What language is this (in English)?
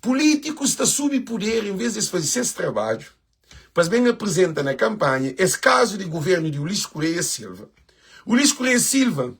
Kabuverdianu